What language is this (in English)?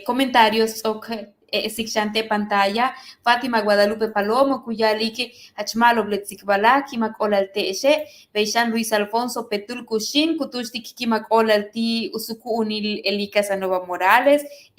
Yucateco